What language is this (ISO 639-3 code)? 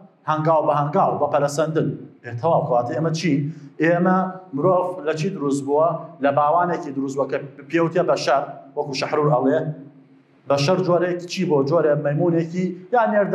ckb